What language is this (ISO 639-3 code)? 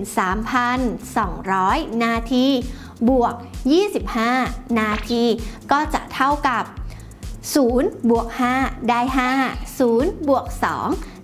tha